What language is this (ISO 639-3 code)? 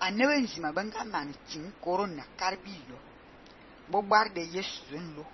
fan